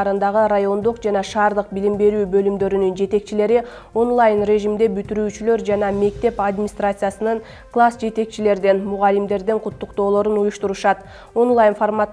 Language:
Kyrgyz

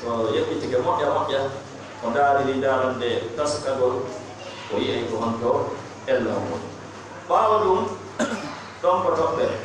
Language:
Fula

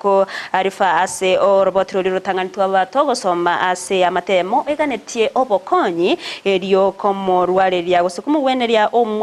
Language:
Gusii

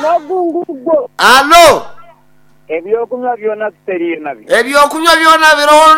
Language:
Nyankole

